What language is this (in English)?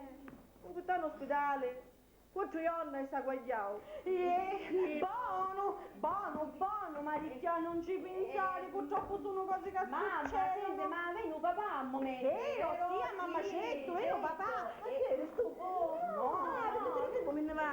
Sicilian